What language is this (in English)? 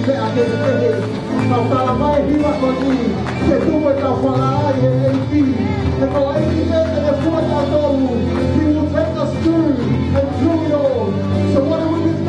Tongan